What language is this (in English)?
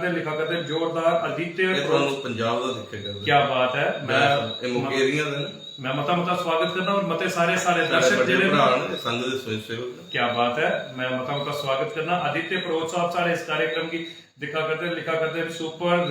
Dogri